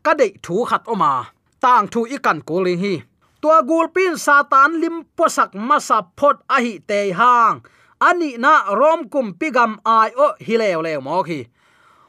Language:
Tedim Chin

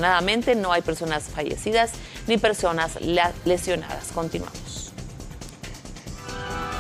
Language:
Spanish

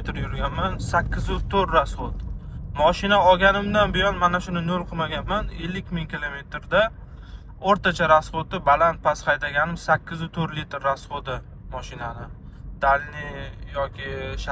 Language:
Uzbek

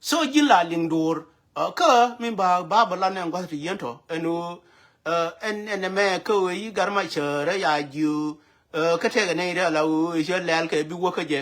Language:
Nuer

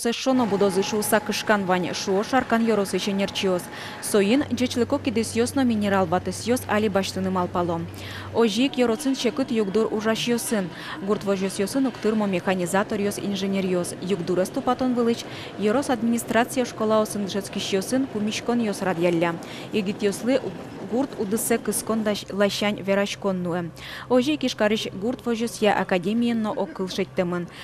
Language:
Udmurt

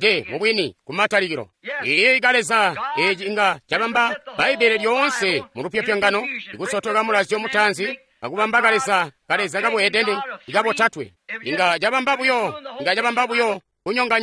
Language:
Tonga (Zambia)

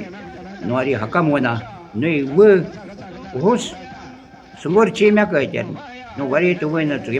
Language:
Shuar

